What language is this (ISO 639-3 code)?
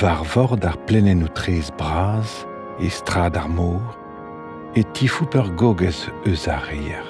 bre